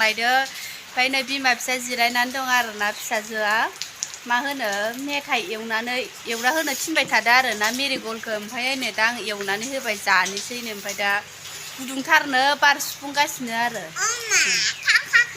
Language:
Bodo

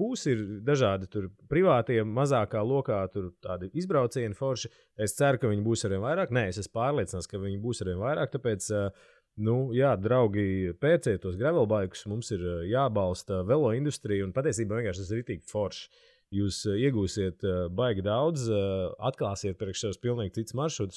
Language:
Latvian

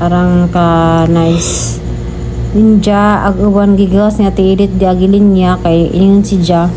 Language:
Cebuano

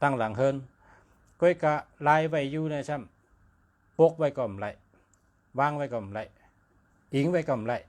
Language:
Shan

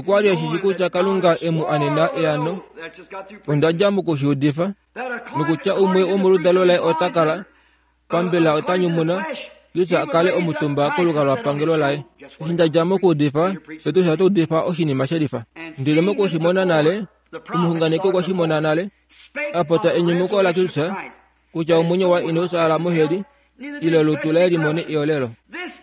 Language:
Kuanyama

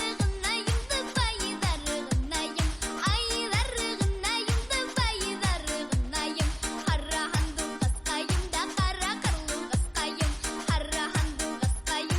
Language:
Bashkir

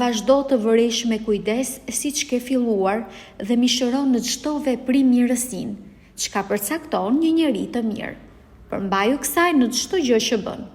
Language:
Albanian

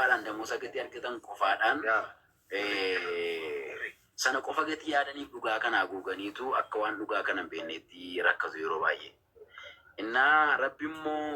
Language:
Oromo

